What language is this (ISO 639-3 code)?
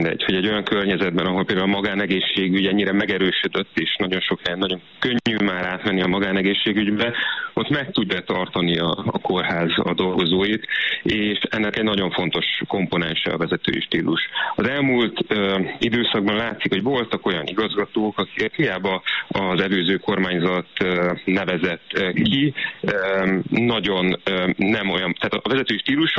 hun